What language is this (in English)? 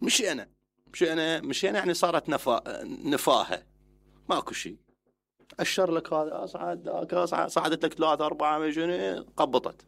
Mesopotamian Arabic